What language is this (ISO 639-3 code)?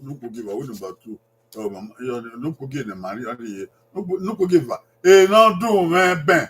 bin